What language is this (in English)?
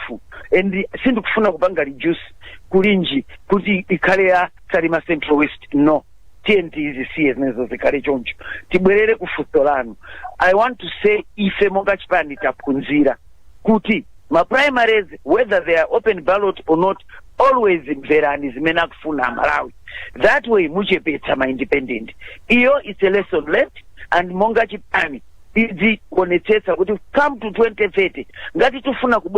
Nyanja